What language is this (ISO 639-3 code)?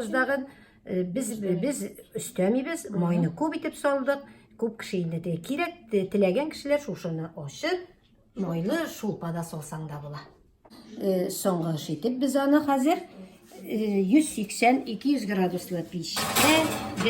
tat